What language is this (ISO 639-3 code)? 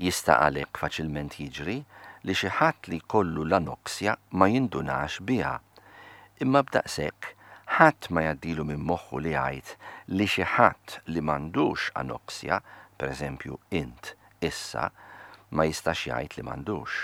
mlt